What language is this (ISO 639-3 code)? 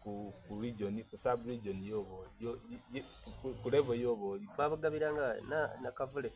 xog